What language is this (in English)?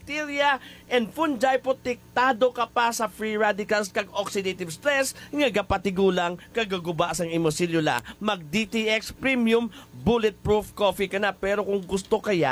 Hiligaynon